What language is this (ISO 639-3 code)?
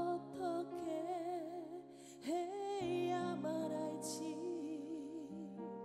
kor